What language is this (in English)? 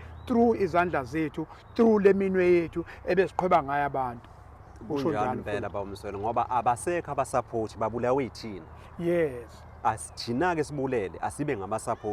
Zulu